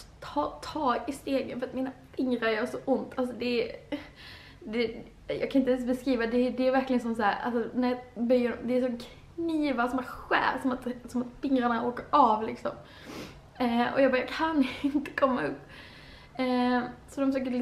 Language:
Swedish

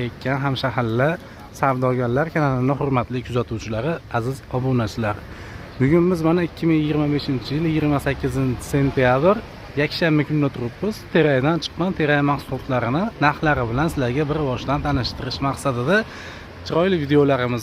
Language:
Uzbek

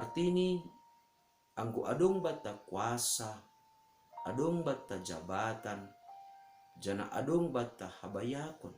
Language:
Batak Simalungun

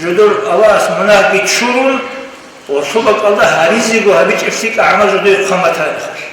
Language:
Avaric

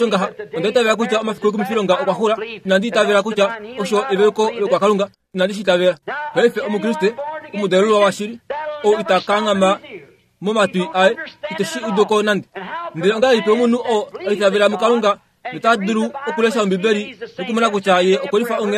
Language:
Kuanyama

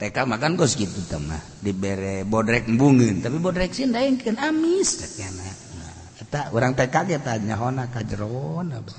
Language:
Sundanese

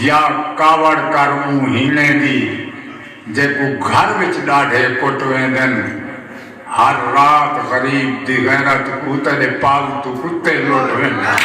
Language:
Saraiki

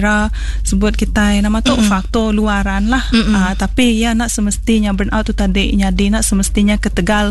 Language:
Iban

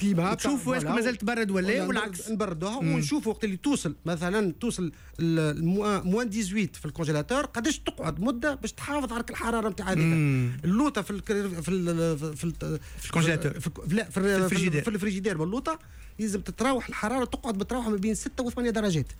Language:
Tunisian Arabic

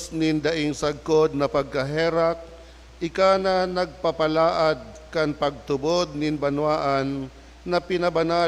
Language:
Bikol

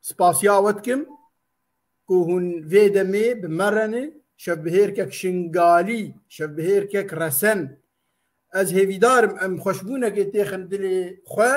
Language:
Kurdish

